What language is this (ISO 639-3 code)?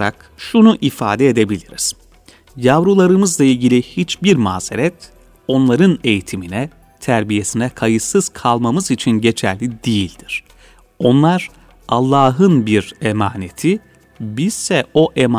tur